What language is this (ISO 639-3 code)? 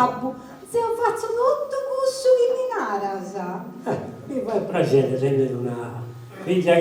srd